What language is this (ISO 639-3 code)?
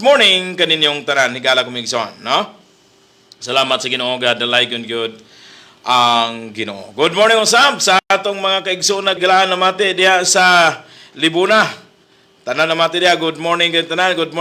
ceb